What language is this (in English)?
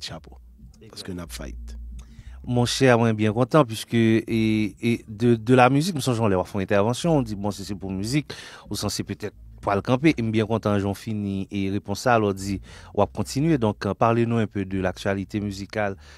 Haitian Creole